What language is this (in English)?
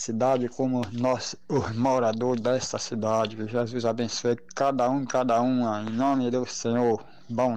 Portuguese